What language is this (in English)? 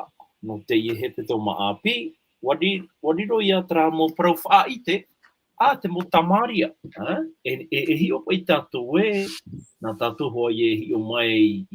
Tahitian